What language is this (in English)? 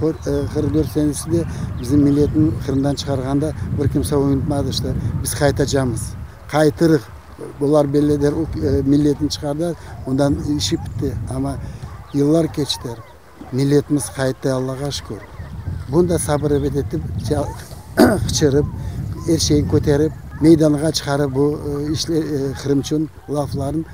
Crimean Tatar